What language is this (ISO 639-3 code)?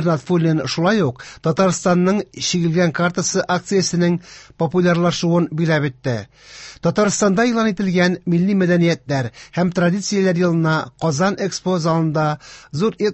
tat